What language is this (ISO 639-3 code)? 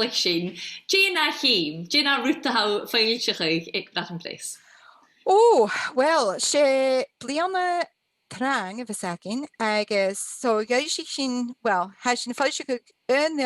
gla